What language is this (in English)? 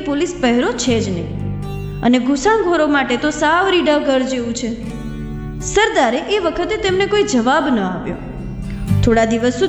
Gujarati